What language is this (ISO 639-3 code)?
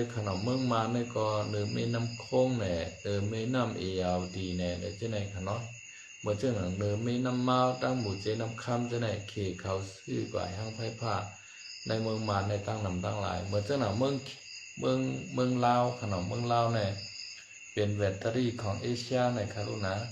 shn